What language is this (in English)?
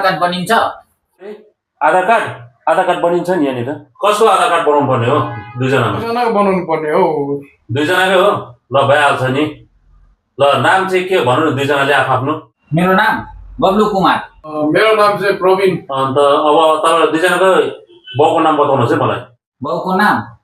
Nepali